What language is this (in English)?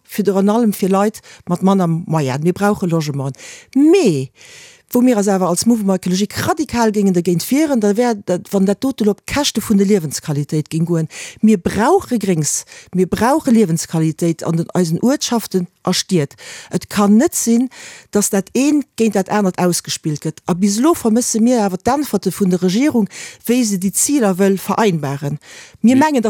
Luxembourgish